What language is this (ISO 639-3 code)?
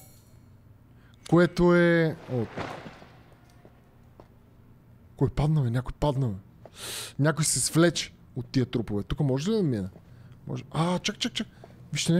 bul